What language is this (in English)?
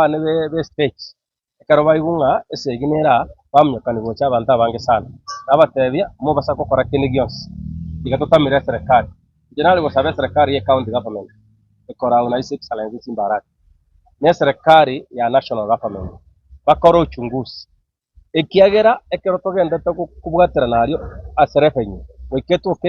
Gusii